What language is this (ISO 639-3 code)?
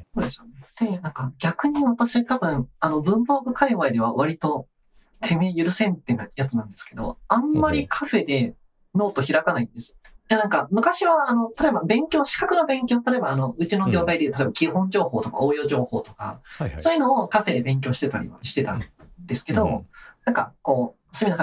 jpn